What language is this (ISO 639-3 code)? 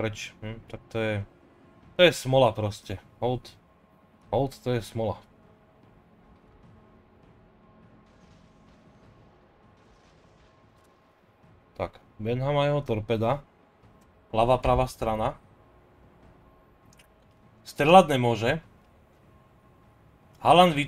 slk